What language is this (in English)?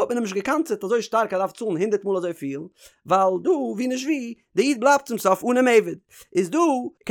Yiddish